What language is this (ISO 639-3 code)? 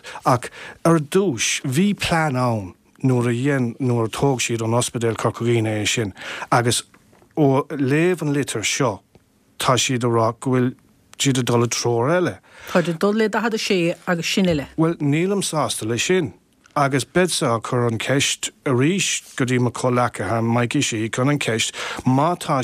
gle